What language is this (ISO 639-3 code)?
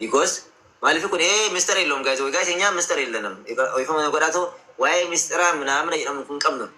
orm